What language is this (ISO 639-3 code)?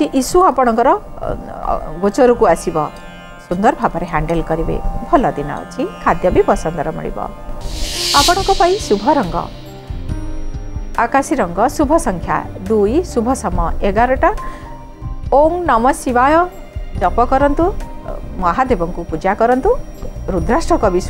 ori